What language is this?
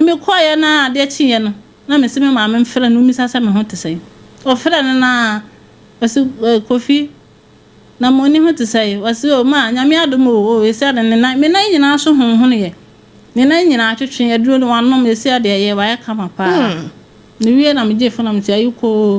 Akan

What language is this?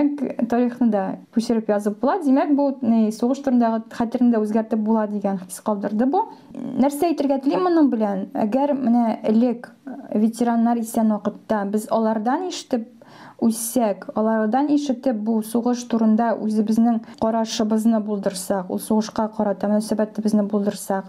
Tatar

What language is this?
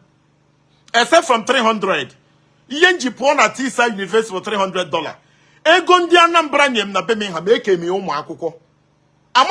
Igbo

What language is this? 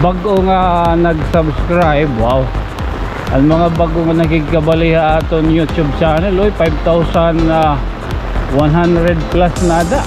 Waray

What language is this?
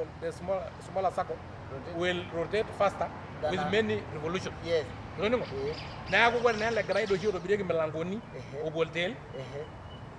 Masai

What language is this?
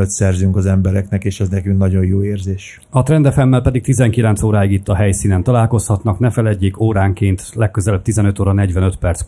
Hungarian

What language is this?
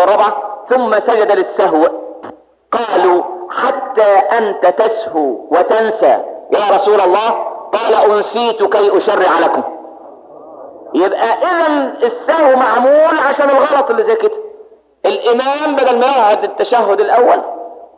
Egyptian Arabic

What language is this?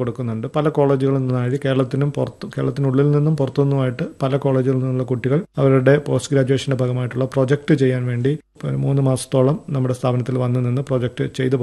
Malayalam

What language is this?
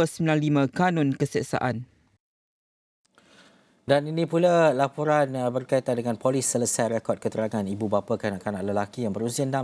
Malay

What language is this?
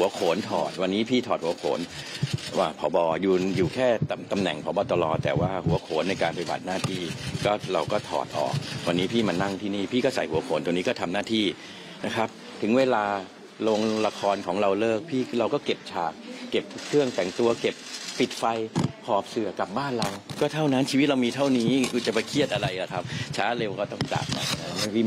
Thai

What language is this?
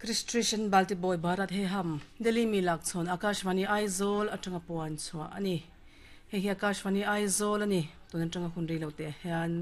Mizo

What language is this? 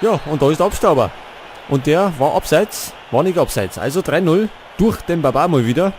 Bavarian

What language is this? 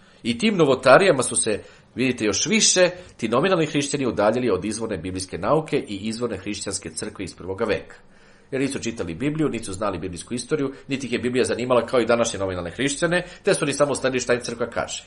Serbian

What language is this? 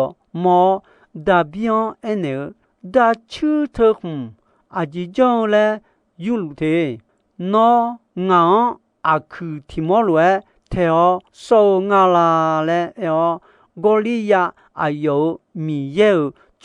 Akha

